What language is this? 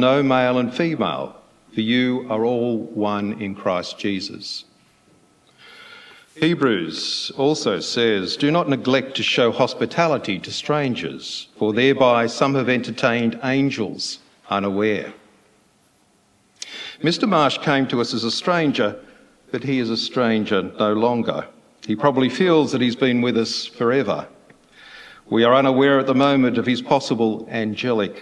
English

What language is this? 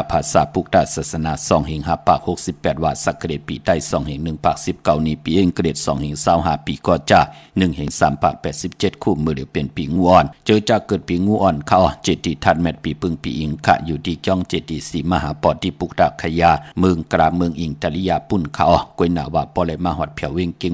Shan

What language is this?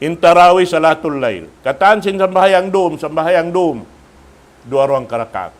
Tausug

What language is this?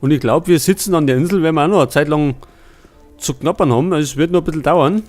Bavarian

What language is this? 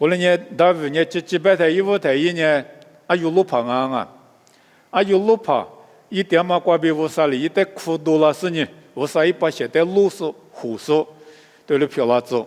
Lisu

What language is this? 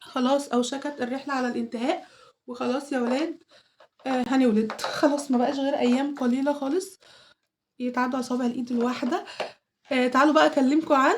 Egyptian Arabic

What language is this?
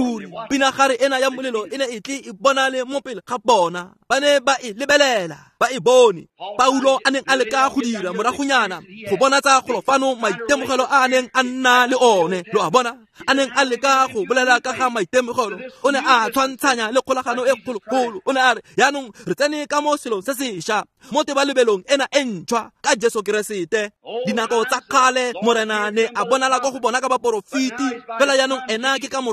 Tswana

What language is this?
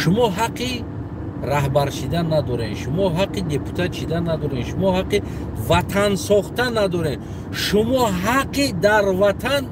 Tajik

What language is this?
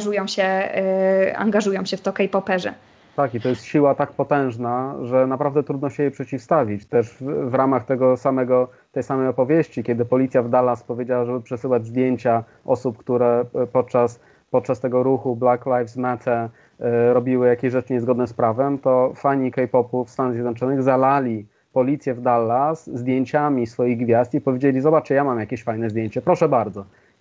Polish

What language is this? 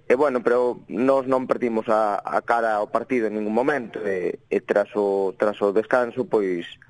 Galician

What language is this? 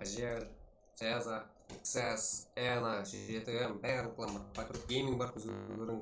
Kara-Kalpak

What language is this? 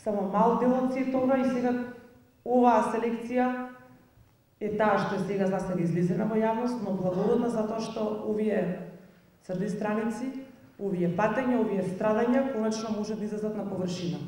Macedonian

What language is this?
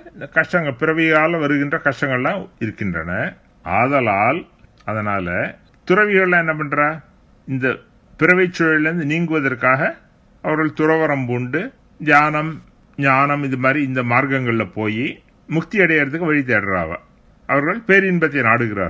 Tamil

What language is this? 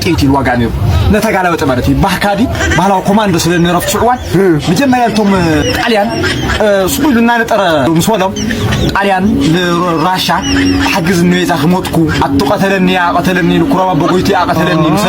Tigrinya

